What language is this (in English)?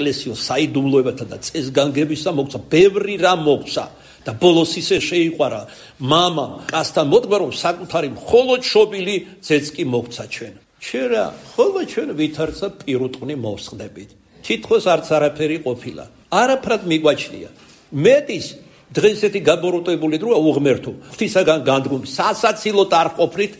Georgian